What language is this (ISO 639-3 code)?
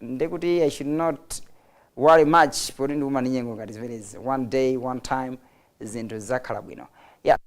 nya